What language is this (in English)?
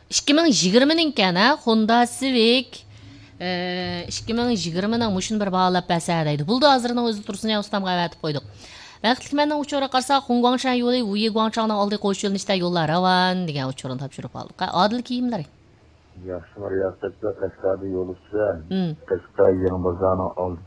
Uyghur